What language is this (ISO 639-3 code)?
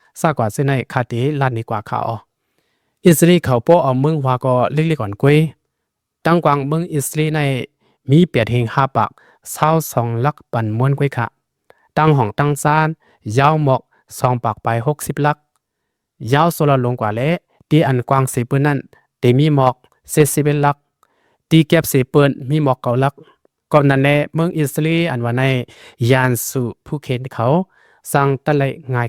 lao